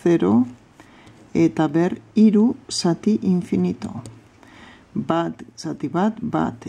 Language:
Basque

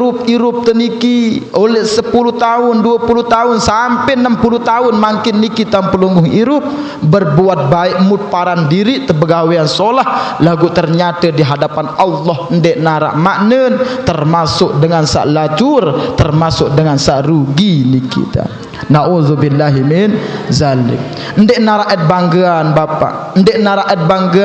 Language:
Sasak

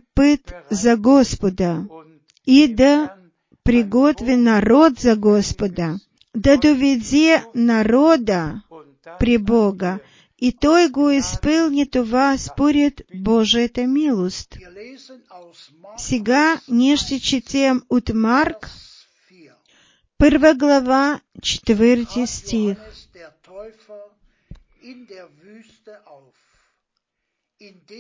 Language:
Bulgarian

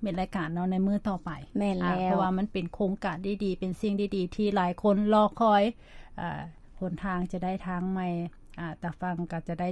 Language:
Lao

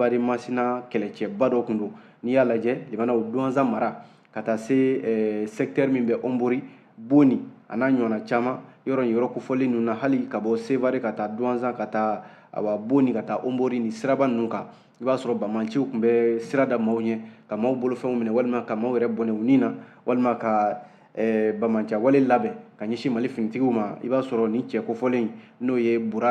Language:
Bambara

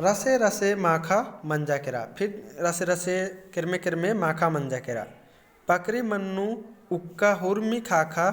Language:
Kurukh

